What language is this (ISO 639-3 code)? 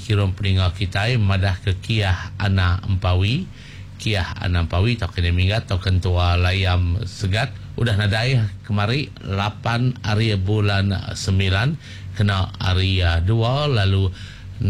iba